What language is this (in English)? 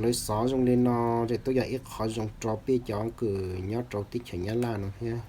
Hmong